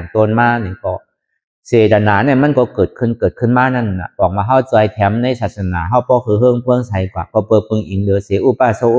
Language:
Shan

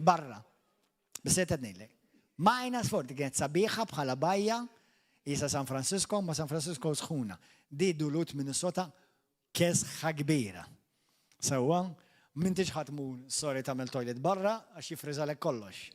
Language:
Maltese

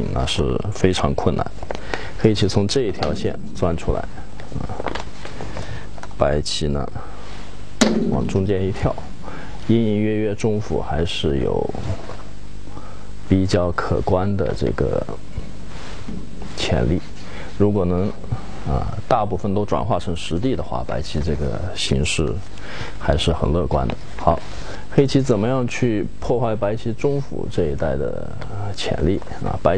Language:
Chinese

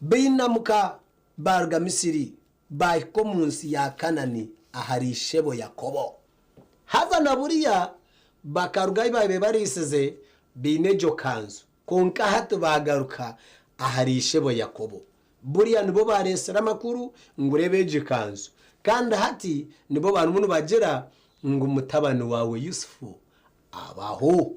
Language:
Nyankole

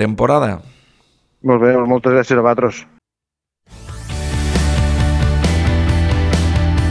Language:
Catalan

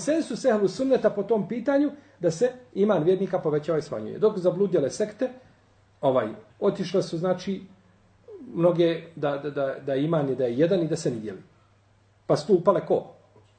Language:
Bosnian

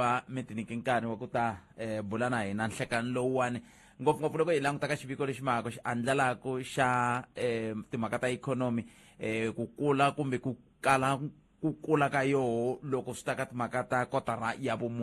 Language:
Tsonga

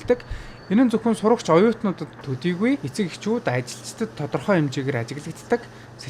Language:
Mongolian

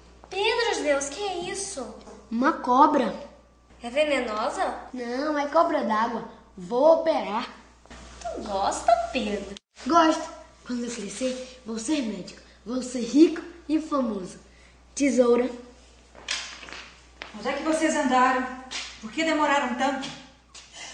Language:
Portuguese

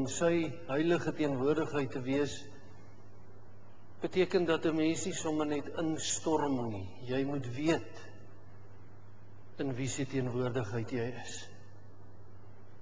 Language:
Afrikaans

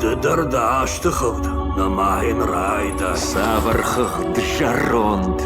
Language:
Ossetic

